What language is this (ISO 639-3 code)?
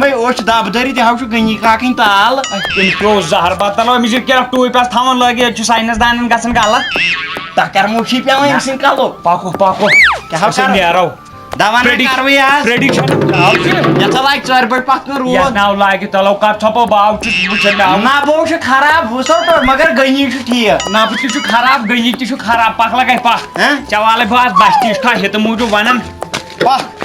kas